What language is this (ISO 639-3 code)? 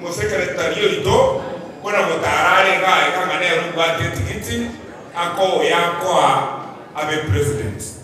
guz